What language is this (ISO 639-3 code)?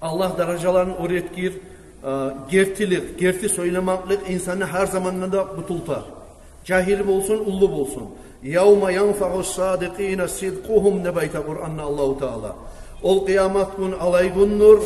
kum